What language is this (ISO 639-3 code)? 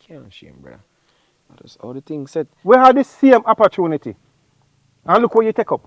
jam